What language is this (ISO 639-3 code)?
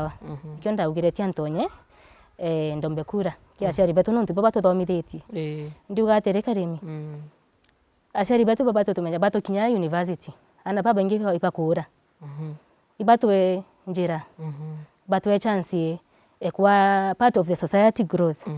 mer